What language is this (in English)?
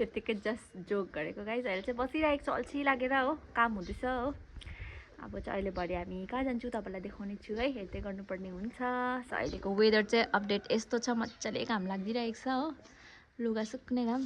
Nepali